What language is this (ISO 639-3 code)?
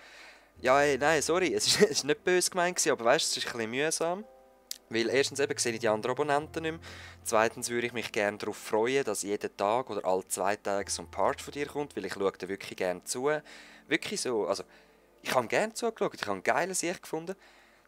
gsw